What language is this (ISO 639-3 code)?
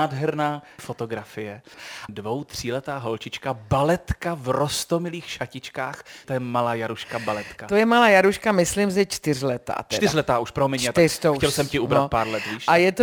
ces